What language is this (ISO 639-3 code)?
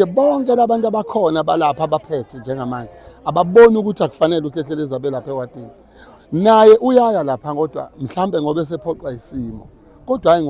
zul